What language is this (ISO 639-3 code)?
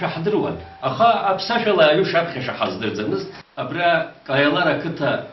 abk